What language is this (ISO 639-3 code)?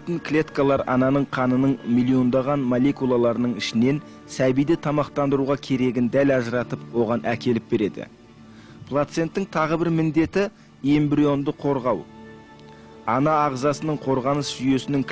kaz